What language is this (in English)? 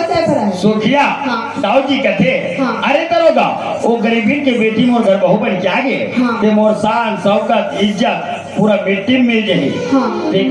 Chhattisgarhi